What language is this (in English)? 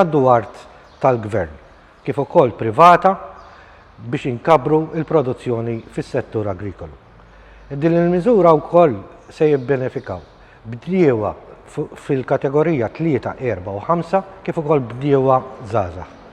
Maltese